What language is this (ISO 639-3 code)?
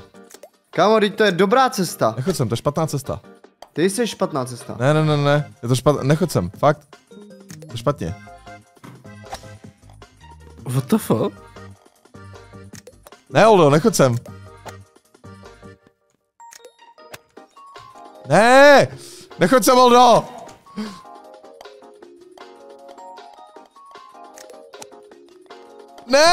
ces